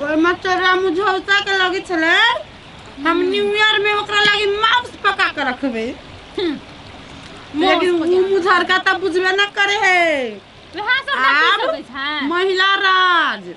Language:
Maithili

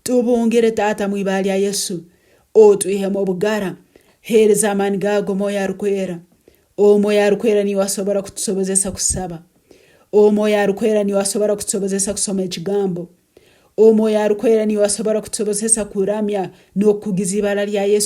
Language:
Tooro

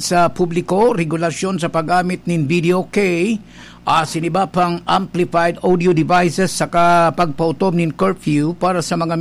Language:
Bikol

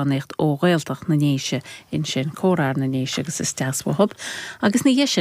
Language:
Irish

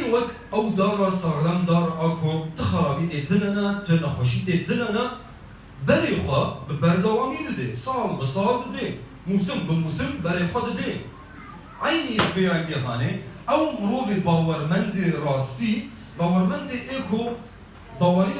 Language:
Kurdish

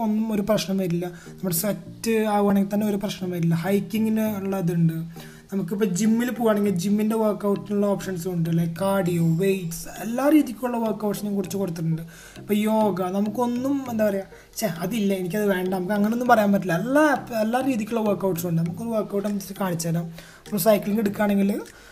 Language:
Malayalam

